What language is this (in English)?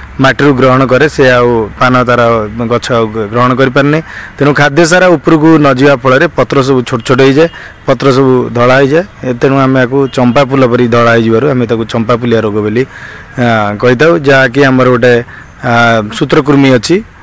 Odia